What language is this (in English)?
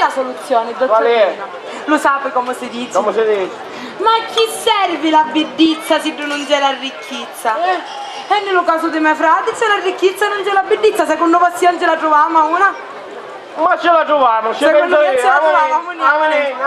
Sicilian